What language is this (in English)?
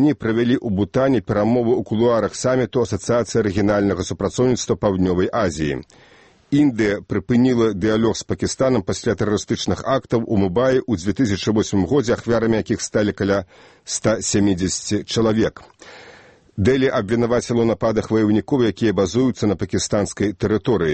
Belarusian